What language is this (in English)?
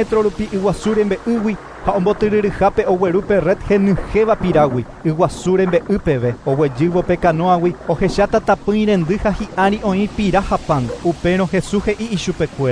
Guarani